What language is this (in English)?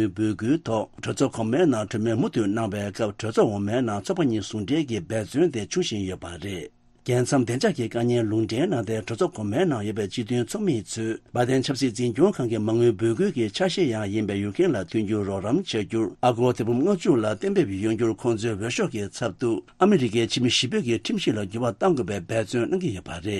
Tibetan